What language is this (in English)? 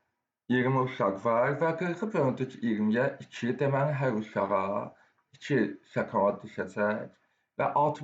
Azerbaijani